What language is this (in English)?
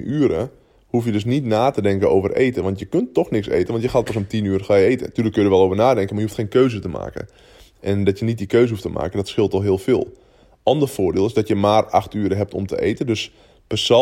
Dutch